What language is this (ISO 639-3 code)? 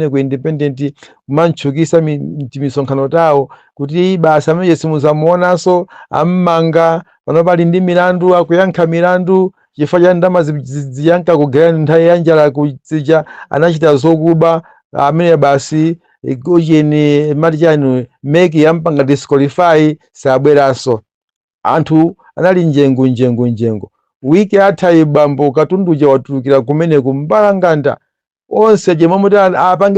nya